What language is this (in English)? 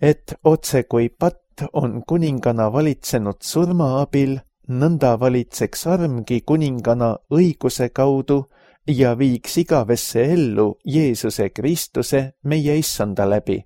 Estonian